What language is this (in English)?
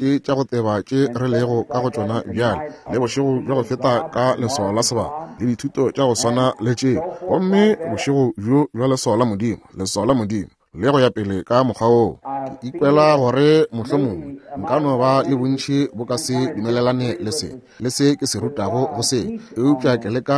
Northern Sotho